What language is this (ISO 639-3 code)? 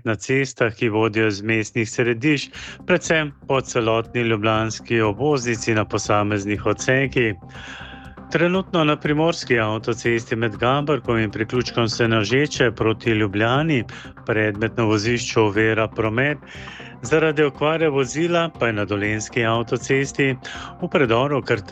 slv